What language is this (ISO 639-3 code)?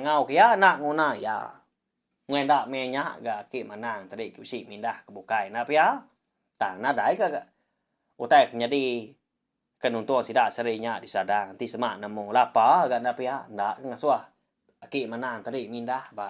iba